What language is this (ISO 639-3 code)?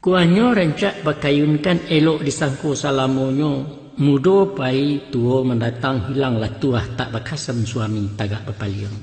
min